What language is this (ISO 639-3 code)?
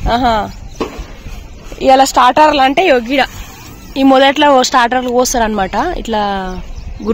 tel